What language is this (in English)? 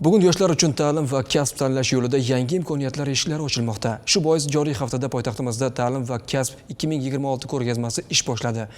Uzbek